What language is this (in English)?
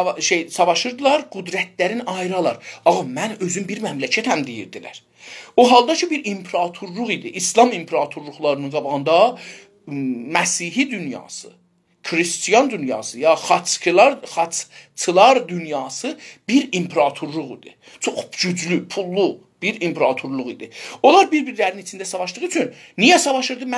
South Azerbaijani